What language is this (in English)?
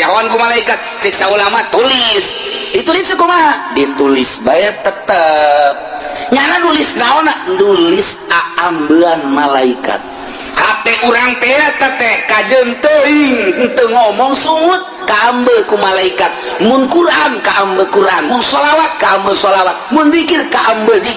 Sundanese